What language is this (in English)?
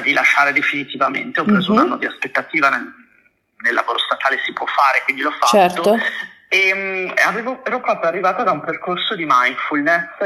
Italian